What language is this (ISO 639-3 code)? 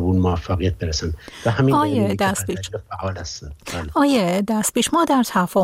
fas